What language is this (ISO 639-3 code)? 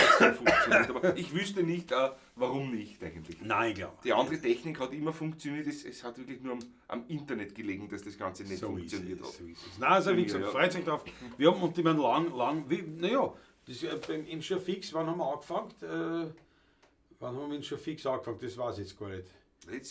bar